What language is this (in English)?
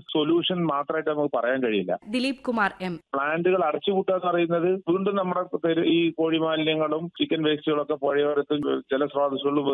Malayalam